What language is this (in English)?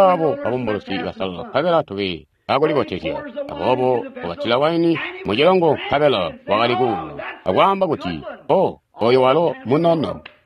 Tonga (Zambia)